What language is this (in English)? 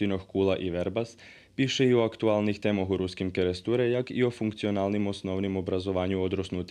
Rusyn